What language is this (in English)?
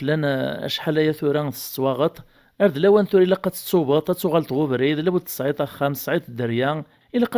Kabyle